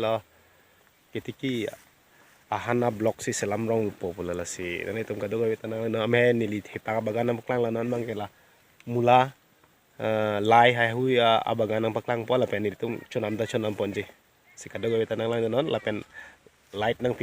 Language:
Karbi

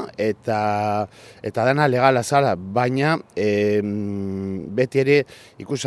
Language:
Basque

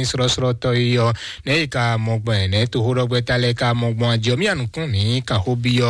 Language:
Fon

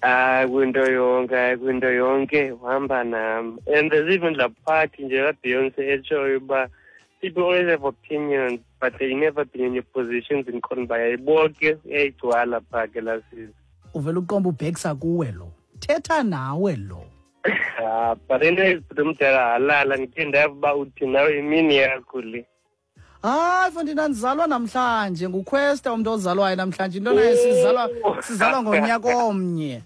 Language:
Xhosa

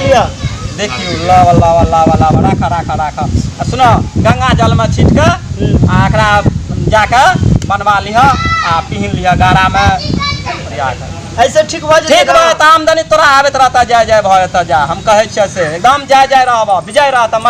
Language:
Maithili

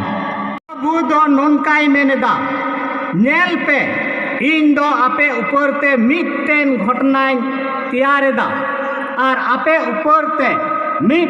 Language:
Santali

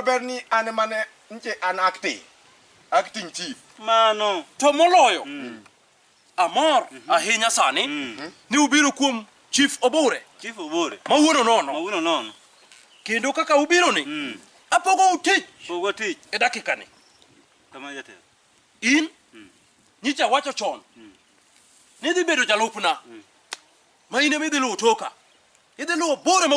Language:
Luo (Kenya and Tanzania)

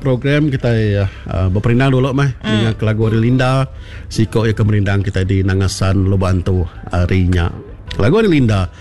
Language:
Iban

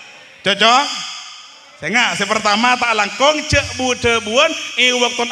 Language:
Madurese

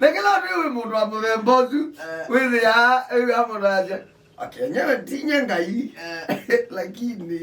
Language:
Kamba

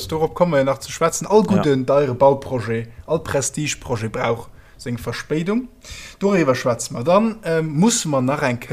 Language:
Luxembourgish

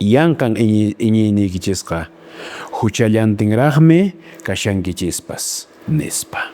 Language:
Quechua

